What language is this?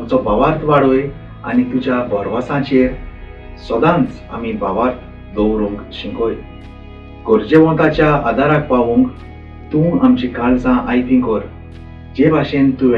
Konkani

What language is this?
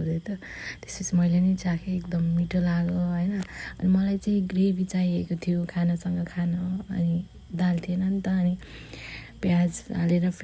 Nepali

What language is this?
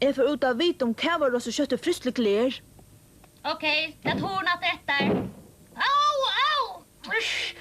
Faroese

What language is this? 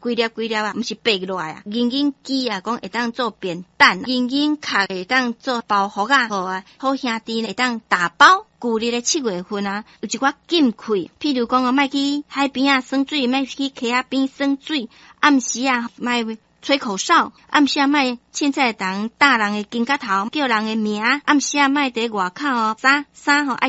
Min Nan Chinese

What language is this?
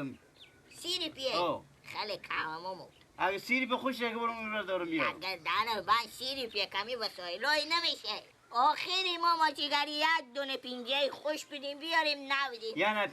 Persian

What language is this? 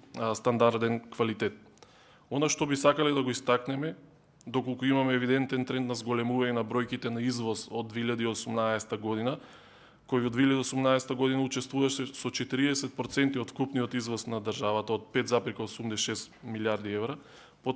Macedonian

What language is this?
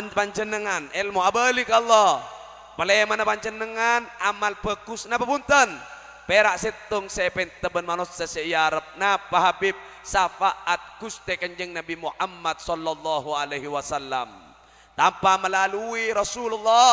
Madurese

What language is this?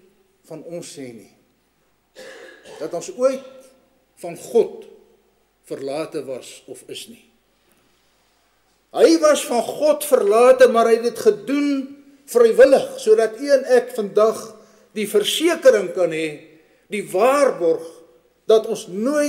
Afrikaans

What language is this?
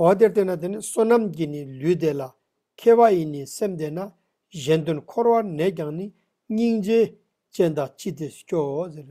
Ladakhi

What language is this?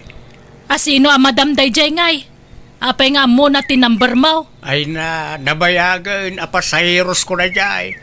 Iloko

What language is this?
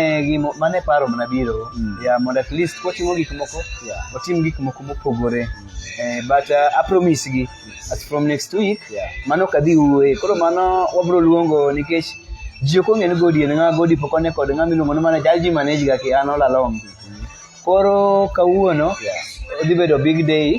Luo (Kenya and Tanzania)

